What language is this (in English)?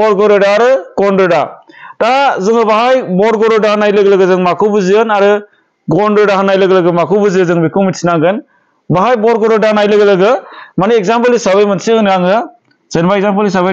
Bodo